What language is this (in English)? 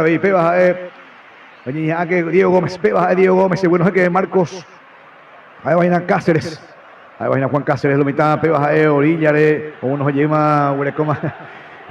Guarani